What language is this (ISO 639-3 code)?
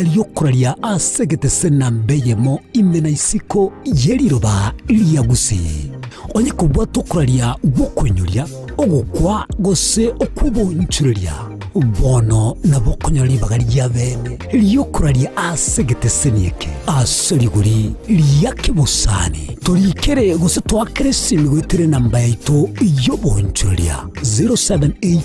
guz